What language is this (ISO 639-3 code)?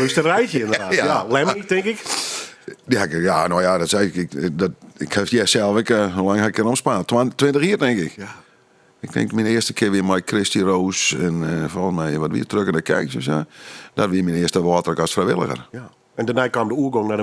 fry